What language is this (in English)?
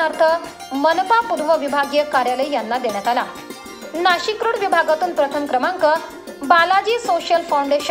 Marathi